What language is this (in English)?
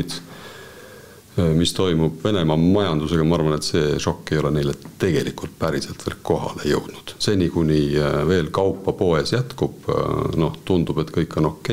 Estonian